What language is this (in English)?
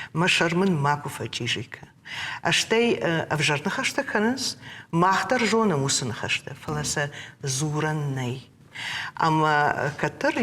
Ossetic